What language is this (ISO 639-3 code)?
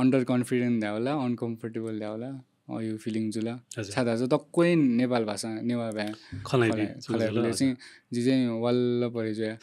new